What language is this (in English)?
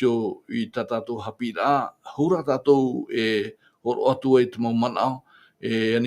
Tahitian